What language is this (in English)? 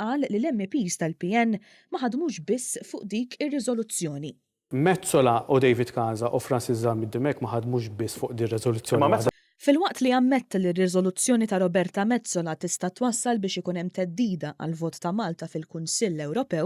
Maltese